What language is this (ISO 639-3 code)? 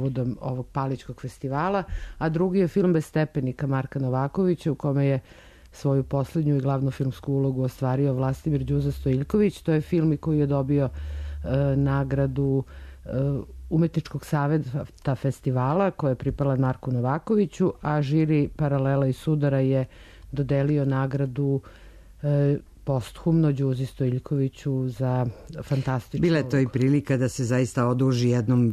srp